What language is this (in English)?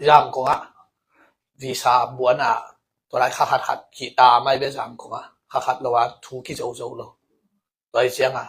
Tedim Chin